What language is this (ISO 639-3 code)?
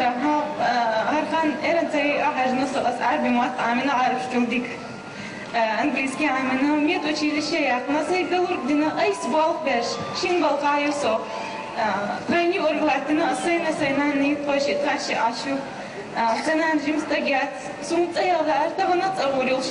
che